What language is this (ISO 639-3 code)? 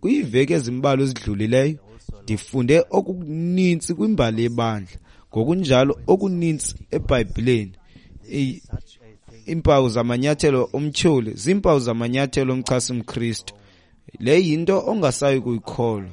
xho